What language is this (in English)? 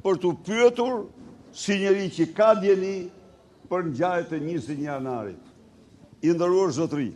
Albanian